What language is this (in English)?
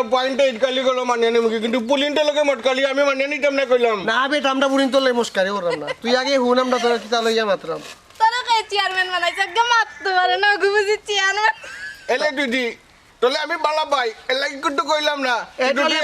Sylheti